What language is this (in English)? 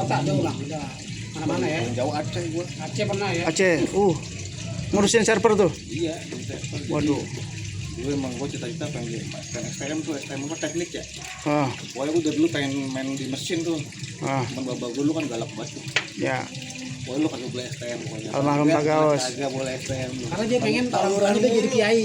Betawi